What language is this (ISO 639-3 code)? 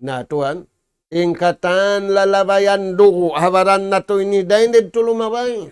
tsg